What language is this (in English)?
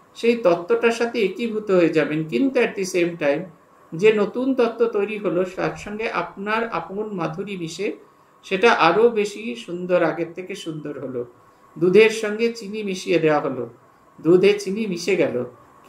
Bangla